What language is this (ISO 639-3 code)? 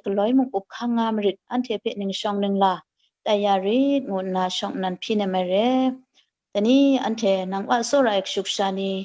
kac